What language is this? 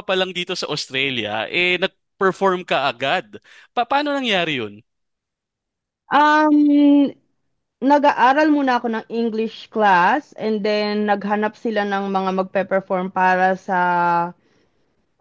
Filipino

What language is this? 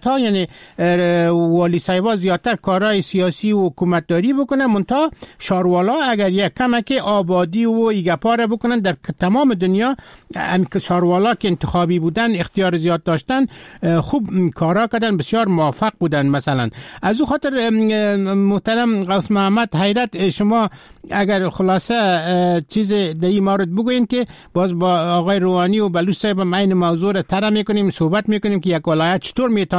Persian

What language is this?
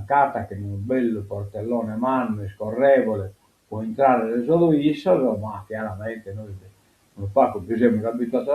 Sardinian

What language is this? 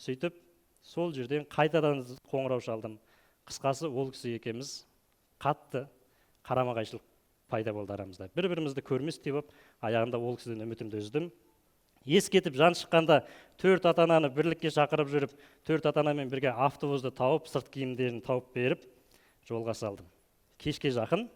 Kazakh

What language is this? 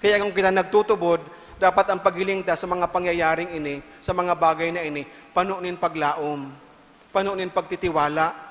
Bikol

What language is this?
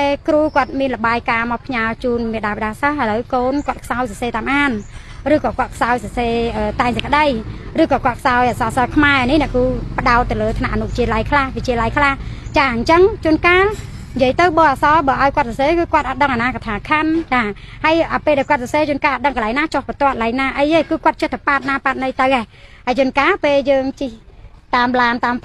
Khmer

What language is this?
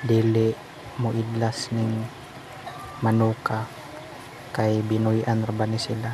Cebuano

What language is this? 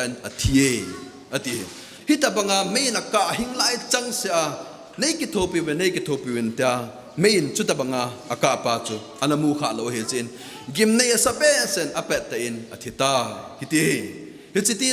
Thado Chin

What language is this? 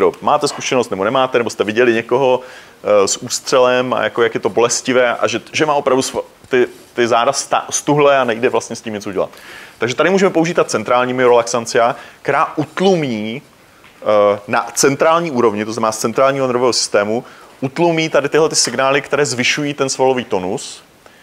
Czech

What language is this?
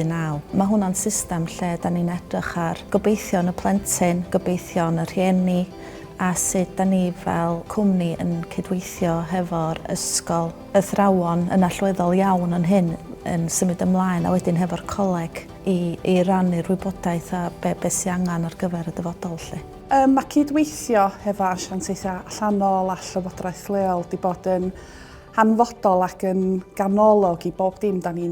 Welsh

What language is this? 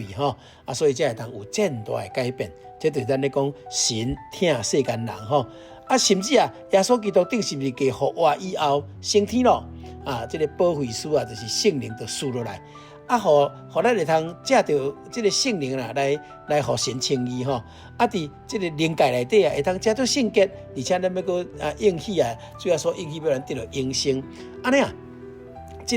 Min Nan Chinese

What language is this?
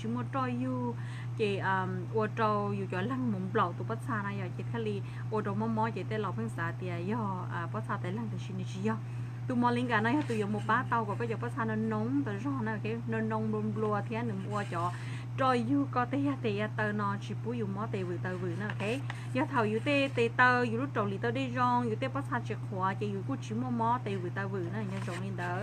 Hmong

